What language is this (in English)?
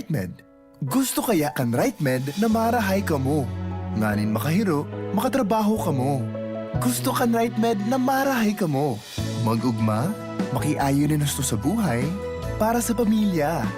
Bikol